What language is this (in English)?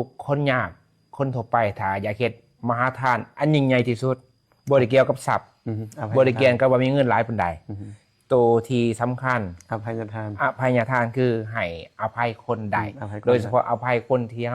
Lao